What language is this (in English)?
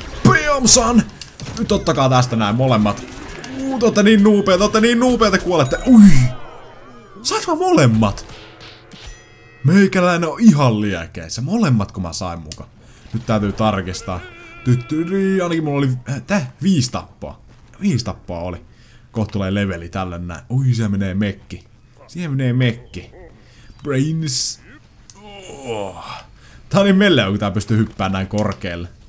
Finnish